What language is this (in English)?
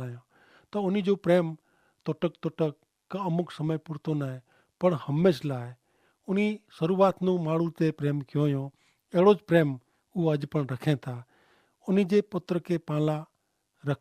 Kachhi